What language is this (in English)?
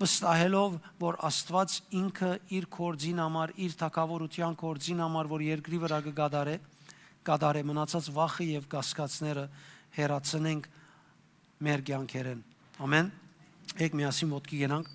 Western Armenian